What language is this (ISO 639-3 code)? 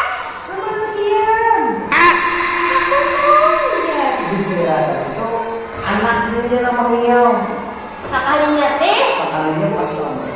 bjn